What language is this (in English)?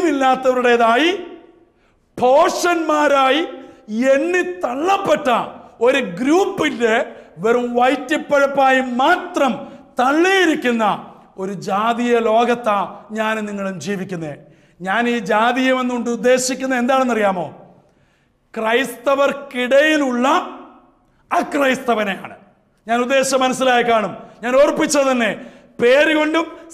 Malayalam